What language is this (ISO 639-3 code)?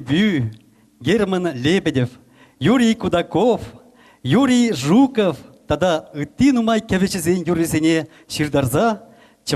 chv